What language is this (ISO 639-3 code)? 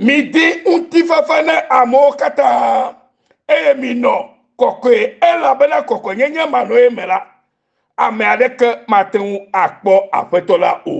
ewe